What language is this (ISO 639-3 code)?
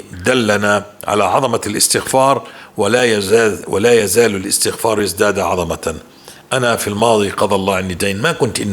apc